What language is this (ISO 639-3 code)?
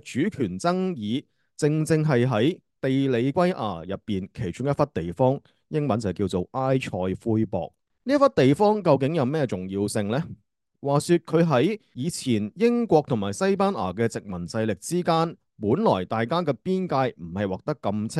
yue